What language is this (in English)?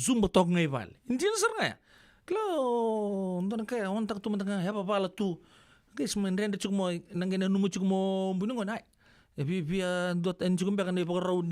Fijian